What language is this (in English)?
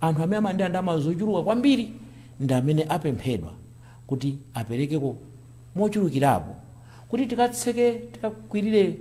Nyanja